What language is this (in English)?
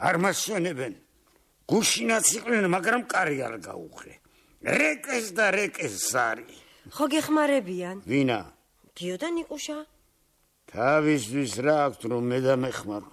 Georgian